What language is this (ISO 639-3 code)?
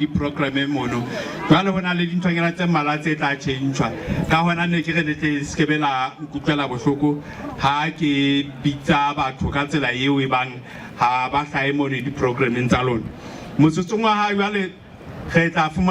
sot